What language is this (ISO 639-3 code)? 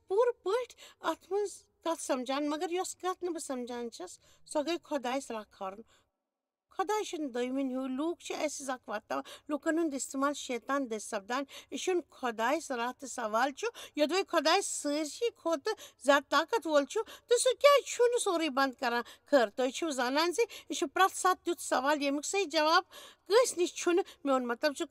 kas